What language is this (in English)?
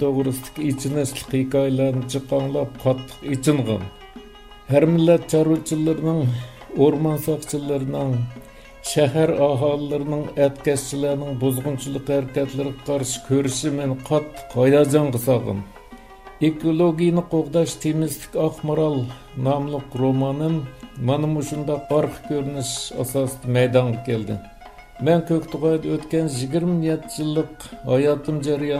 Uyghur